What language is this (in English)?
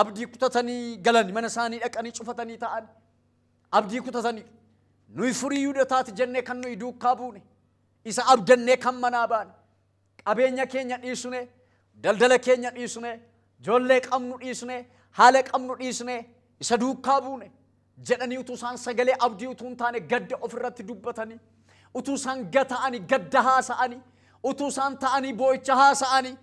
Oromo